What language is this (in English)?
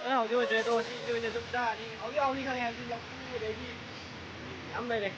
Manipuri